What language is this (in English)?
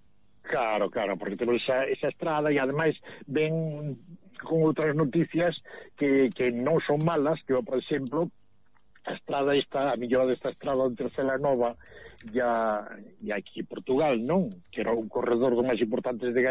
Galician